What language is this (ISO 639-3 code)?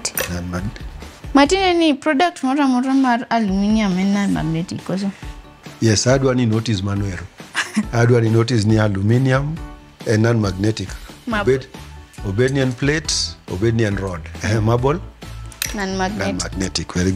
luo